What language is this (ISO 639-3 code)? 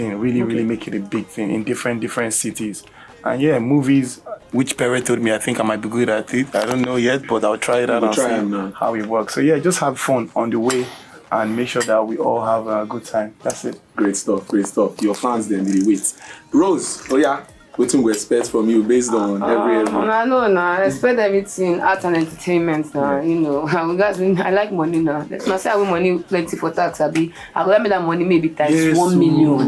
pcm